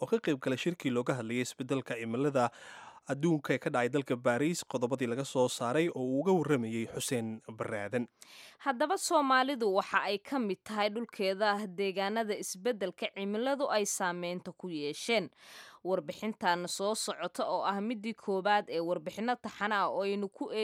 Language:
Somali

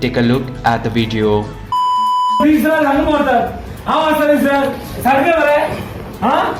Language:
Konkani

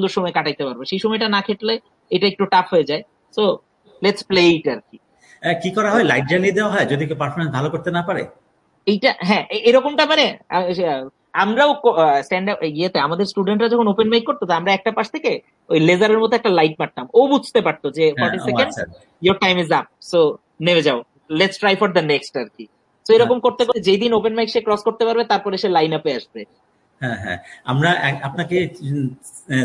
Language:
Bangla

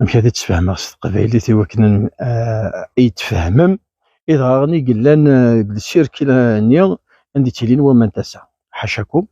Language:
Kabyle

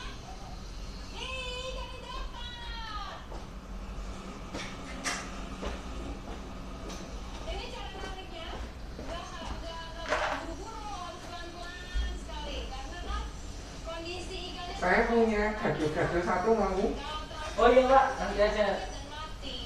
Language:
Indonesian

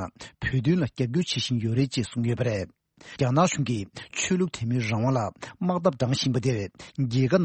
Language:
Tibetan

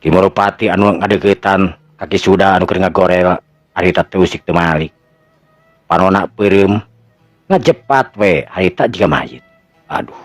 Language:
Sundanese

